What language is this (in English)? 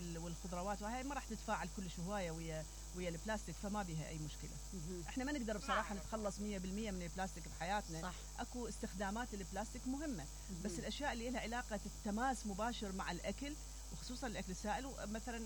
Mesopotamian Arabic